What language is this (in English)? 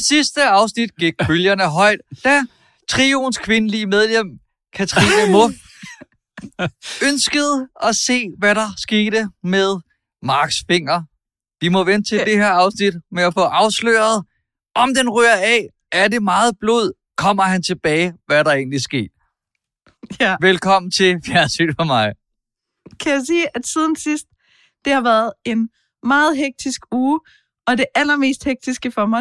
Danish